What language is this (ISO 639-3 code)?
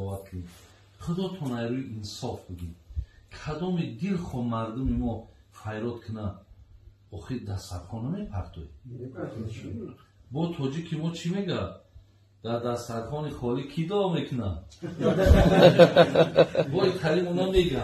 tgk